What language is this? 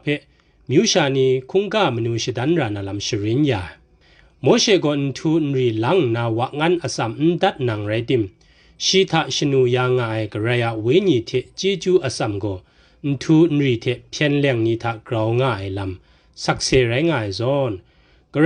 Kachin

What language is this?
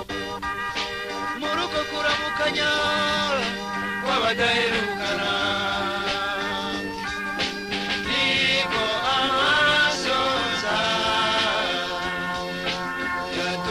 Kinyarwanda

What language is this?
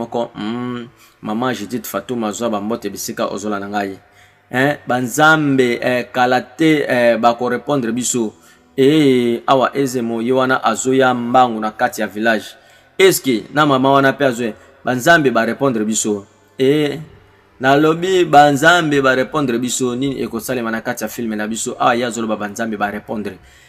Lingala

